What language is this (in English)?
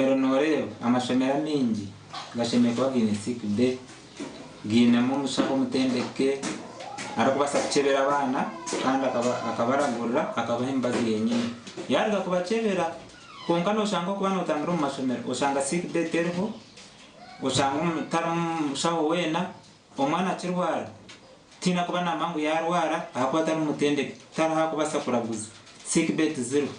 Nyankole